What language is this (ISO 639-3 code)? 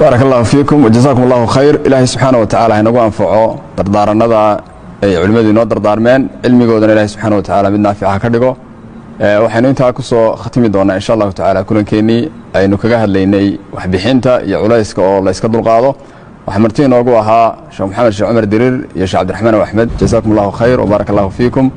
som